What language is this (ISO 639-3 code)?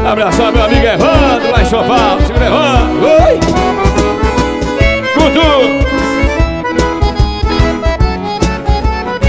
por